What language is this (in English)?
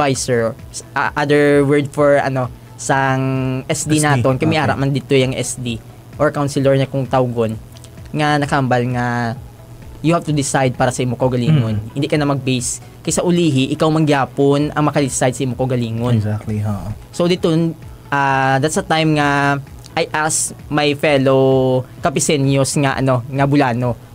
Hiligaynon